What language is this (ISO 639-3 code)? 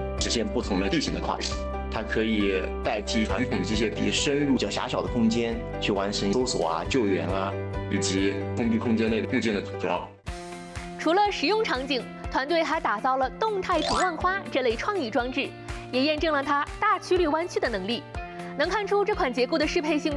zho